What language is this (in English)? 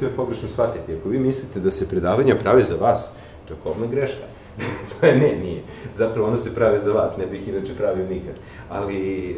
Serbian